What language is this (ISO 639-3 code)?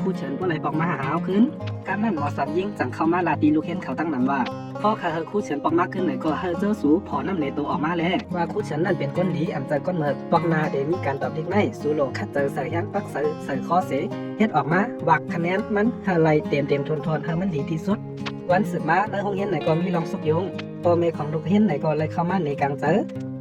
shn